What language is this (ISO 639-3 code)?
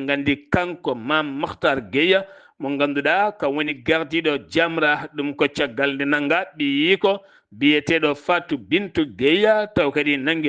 ful